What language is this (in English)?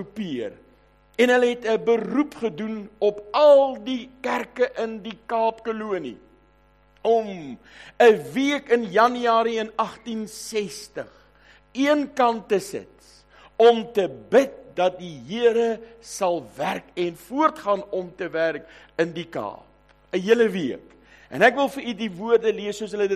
Afrikaans